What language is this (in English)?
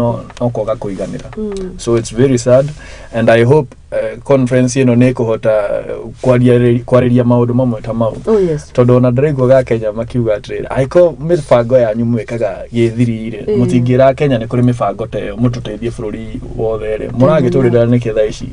Kikuyu